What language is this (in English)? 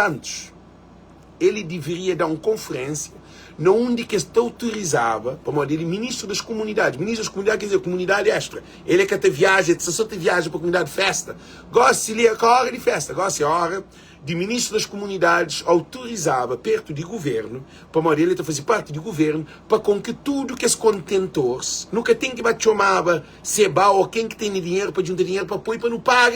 Kabuverdianu